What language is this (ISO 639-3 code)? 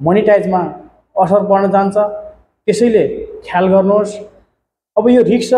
nep